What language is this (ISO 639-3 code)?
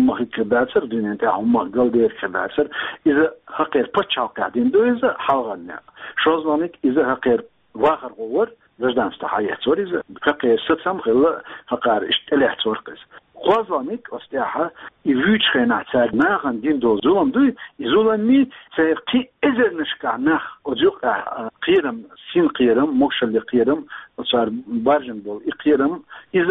che